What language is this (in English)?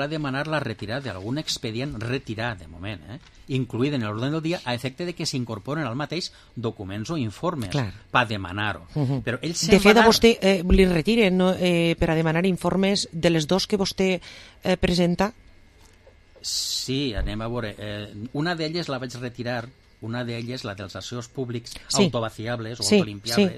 Catalan